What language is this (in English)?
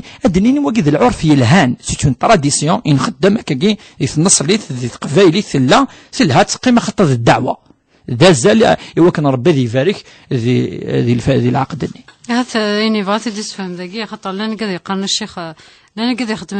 Kabyle